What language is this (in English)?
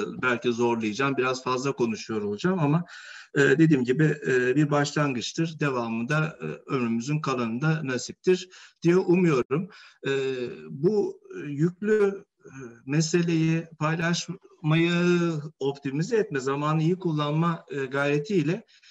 Turkish